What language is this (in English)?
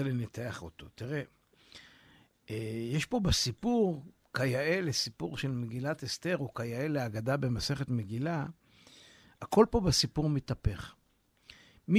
Hebrew